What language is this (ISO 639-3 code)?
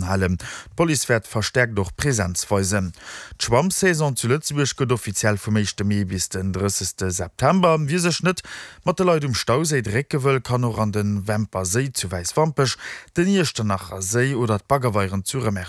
ltz